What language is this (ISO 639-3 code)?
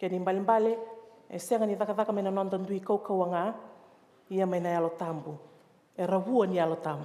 fij